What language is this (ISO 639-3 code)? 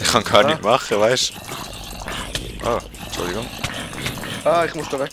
gsw